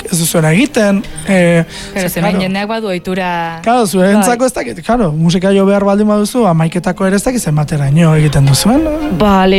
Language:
Basque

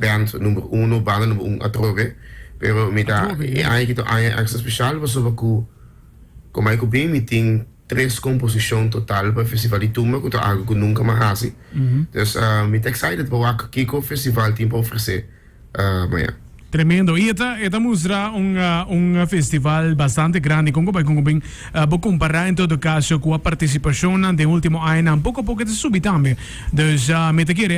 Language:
Papiamento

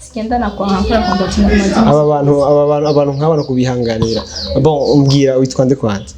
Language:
Rundi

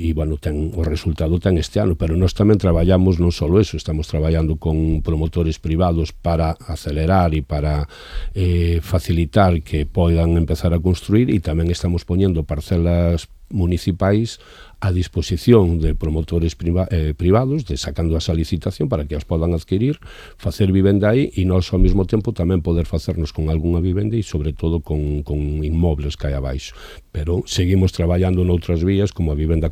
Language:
Galician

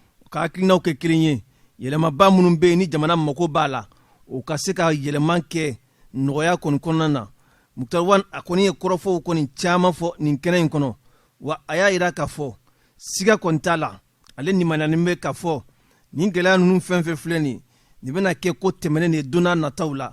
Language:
Bambara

